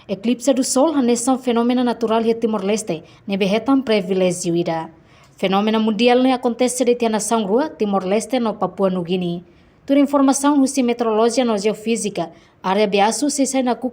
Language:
Tetum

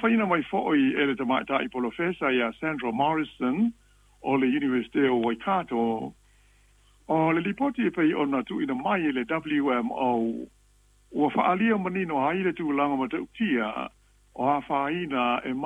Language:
Samoan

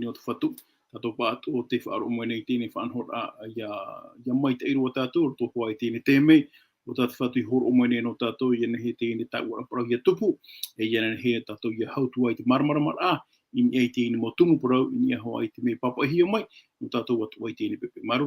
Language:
Tahitian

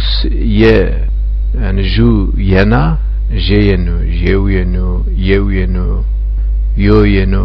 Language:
Zaza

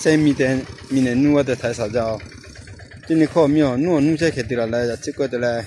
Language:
Lahu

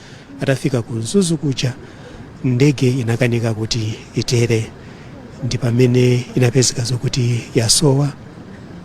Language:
Nyanja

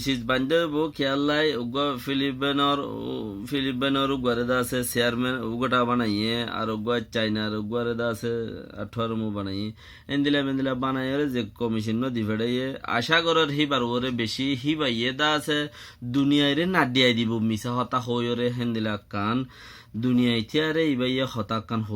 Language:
Rohingya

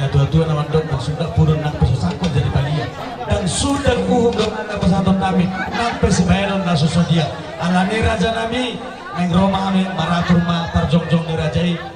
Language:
Batak Toba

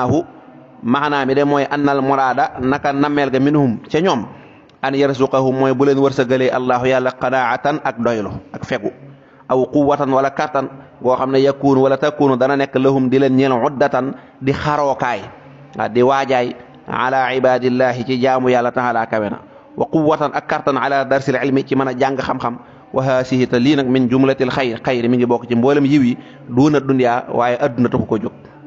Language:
Wolof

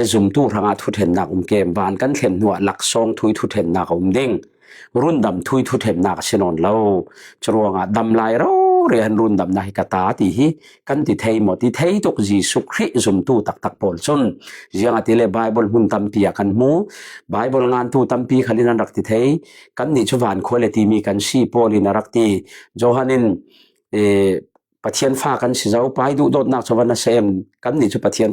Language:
Falam Chin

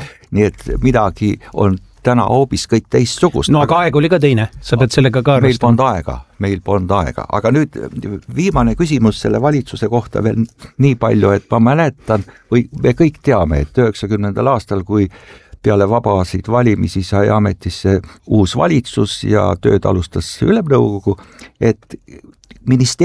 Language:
Estonian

